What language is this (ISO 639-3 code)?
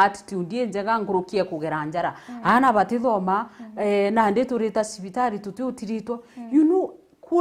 mer